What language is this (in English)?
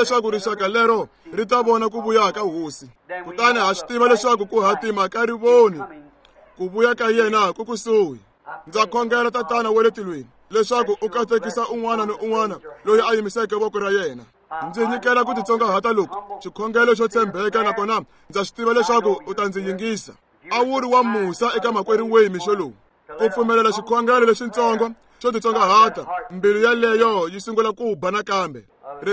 Tsonga